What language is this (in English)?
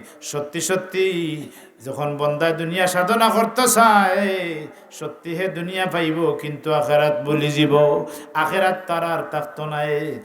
Sylheti